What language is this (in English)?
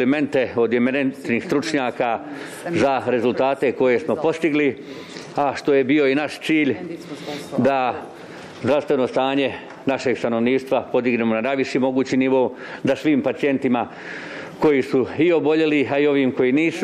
Croatian